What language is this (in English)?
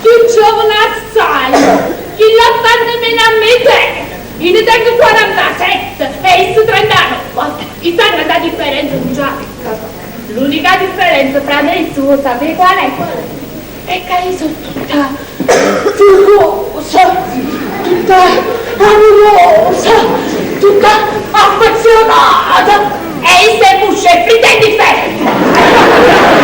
Neapolitan